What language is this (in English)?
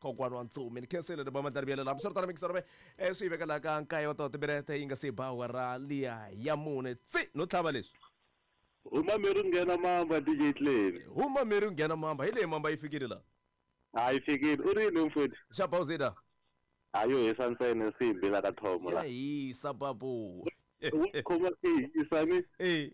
Tsonga